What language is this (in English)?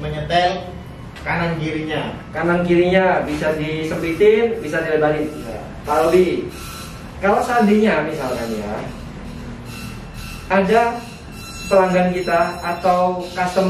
Indonesian